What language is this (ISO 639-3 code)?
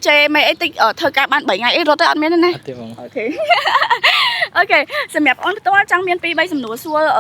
khm